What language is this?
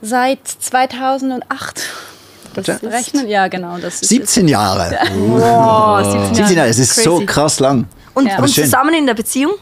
Swiss German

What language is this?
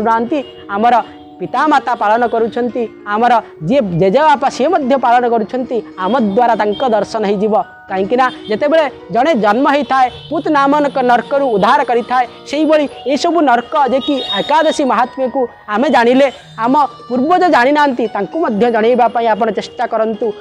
Odia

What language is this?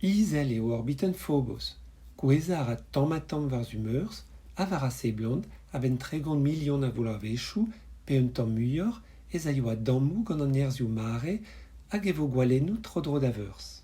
Breton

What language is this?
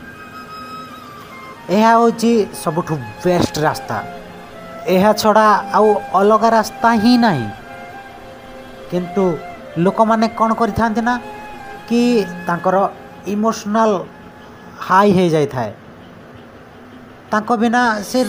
Odia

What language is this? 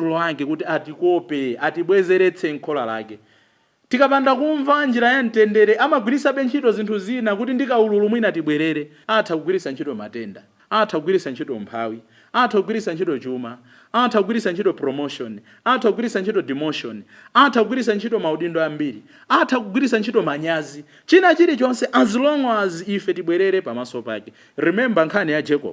Nyanja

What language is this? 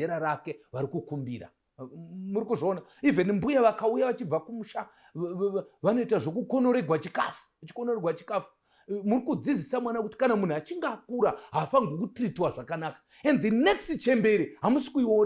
Shona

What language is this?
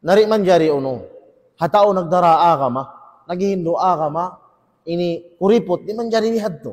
Tausug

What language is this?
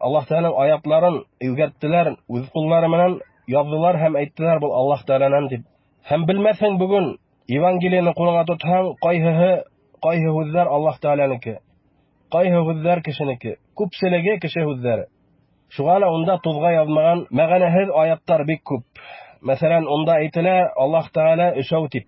Bashkir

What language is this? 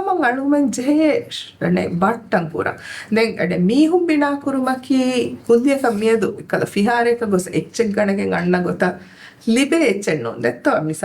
Divehi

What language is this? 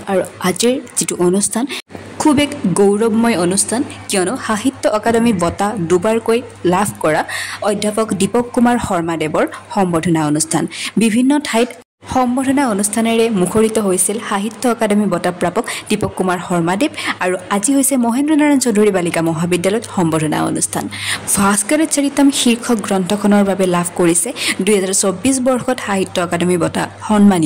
Assamese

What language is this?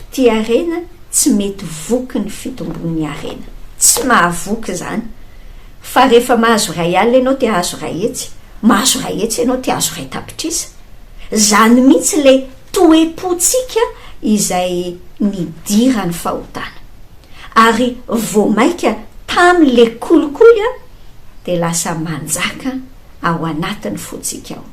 Malagasy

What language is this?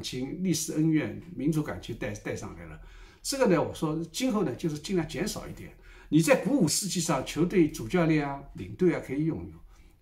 Chinese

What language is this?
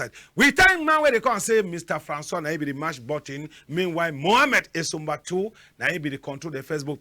Cameroon Pidgin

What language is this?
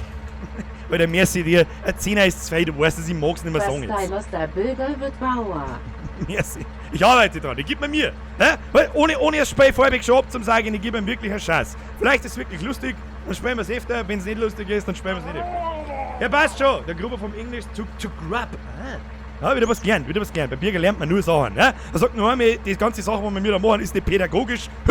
Bavarian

